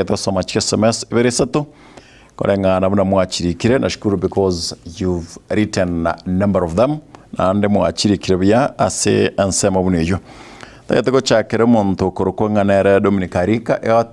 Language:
Gusii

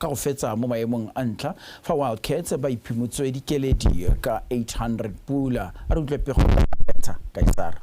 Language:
Tswana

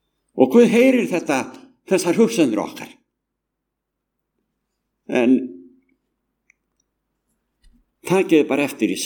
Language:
Icelandic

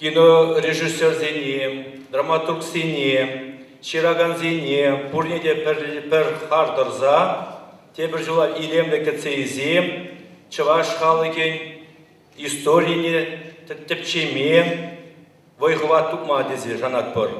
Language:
Chuvash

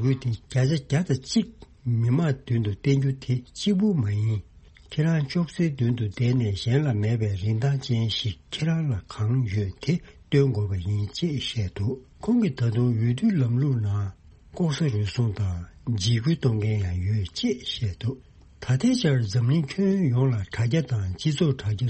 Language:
Tibetan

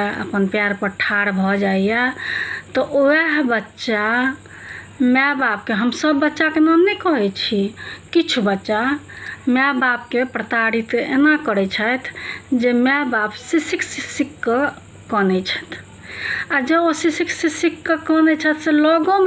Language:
Maithili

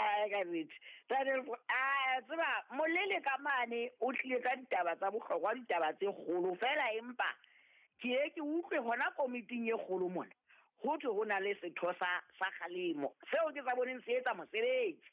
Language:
Southern Sotho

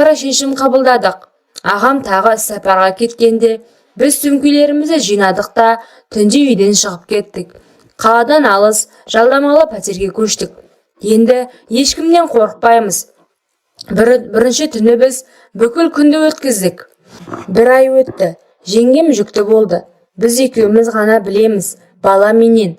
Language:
Kazakh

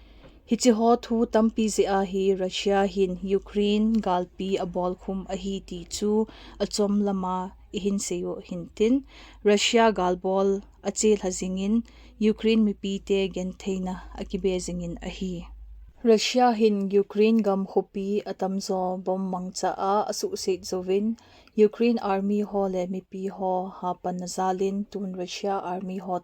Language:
Thado Chin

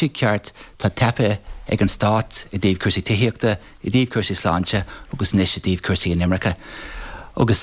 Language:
Irish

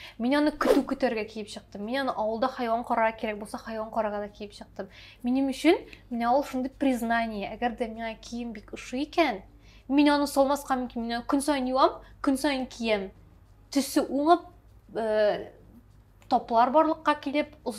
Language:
Tatar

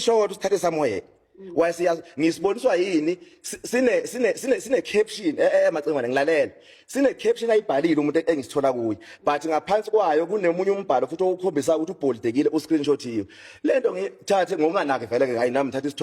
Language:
Zulu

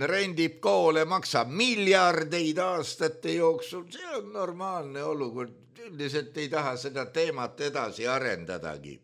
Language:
Estonian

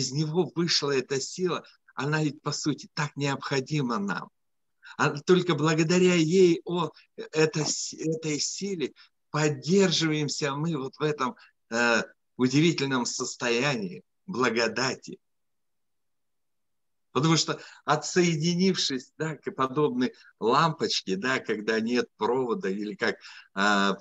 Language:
Russian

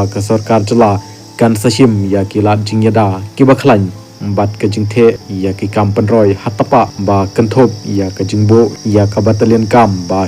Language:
Khasi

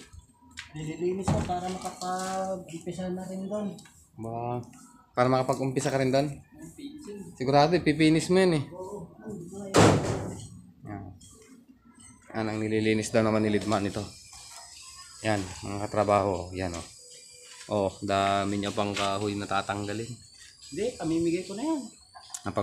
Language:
Filipino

